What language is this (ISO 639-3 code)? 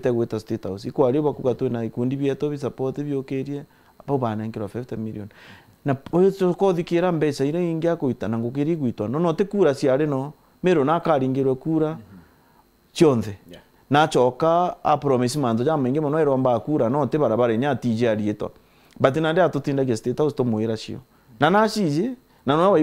mer